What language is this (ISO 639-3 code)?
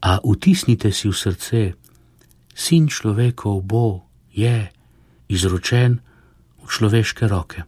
slv